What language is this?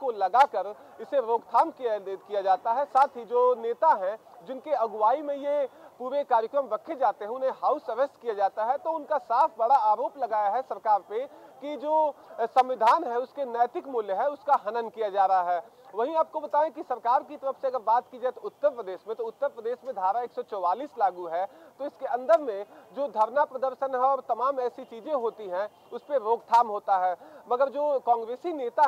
Hindi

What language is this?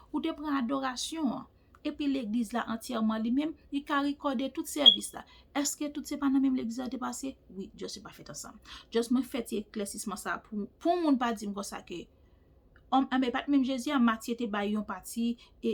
Haitian Creole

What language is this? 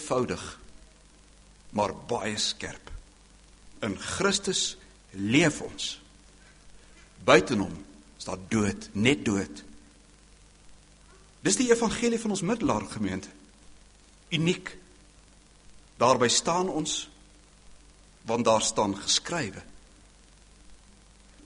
Afrikaans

